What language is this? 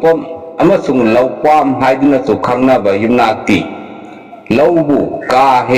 Manipuri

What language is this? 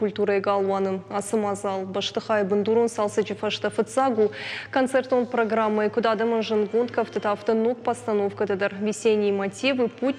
Ossetic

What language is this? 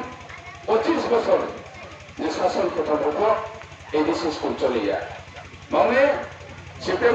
Riang (India)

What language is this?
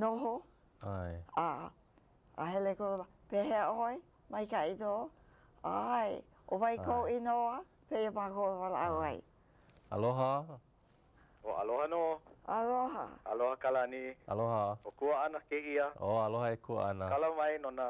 Hawaiian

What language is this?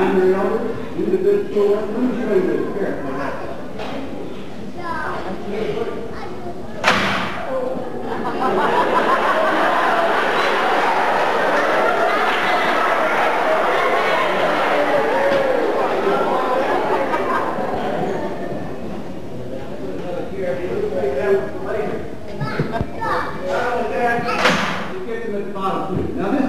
English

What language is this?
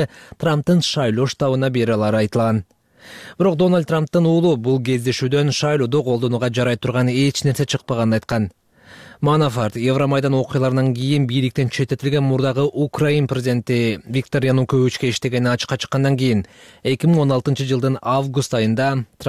Kyrgyz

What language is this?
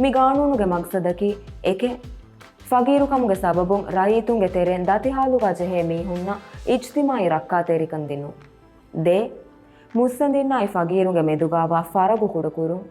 Divehi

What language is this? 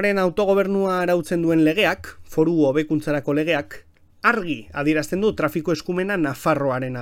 Basque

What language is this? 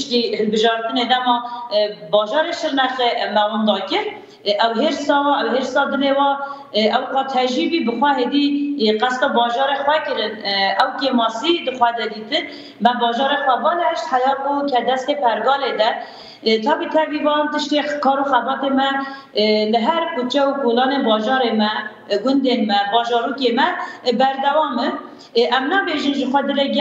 Kurdish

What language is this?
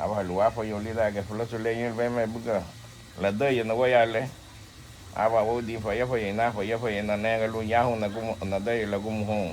Garifuna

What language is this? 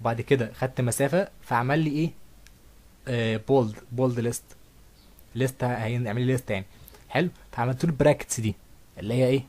Egyptian Arabic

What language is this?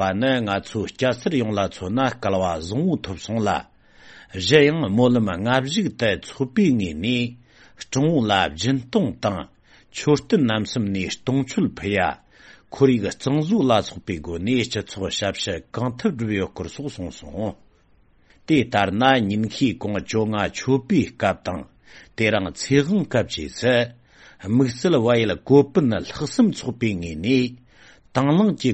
Tibetan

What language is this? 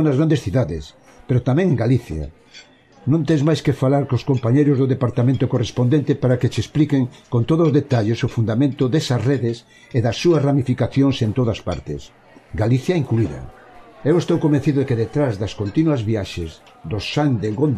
Galician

